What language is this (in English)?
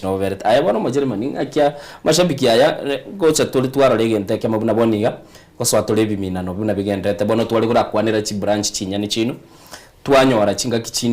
Gusii